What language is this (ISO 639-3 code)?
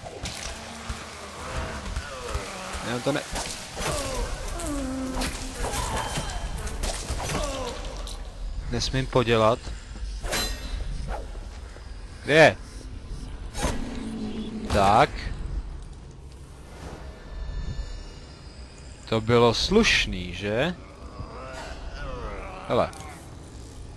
ces